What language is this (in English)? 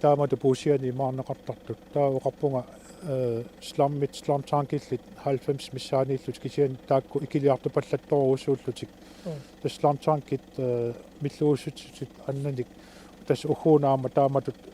Kalaallisut